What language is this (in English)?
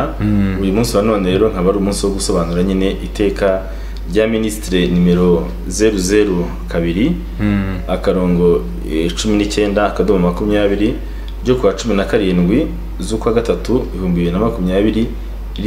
Kinyarwanda